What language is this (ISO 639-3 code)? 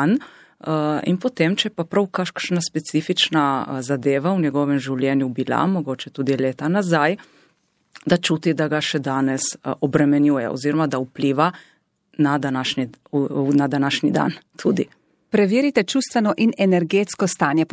slv